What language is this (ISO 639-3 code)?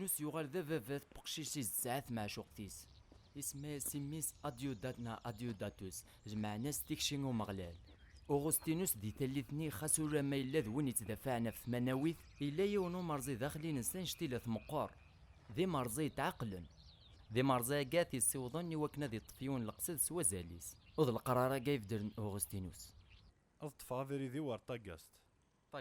kab